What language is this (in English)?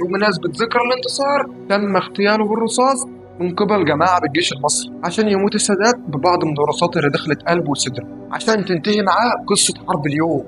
Egyptian Arabic